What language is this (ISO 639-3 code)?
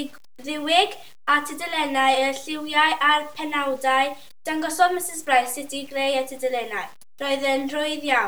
cym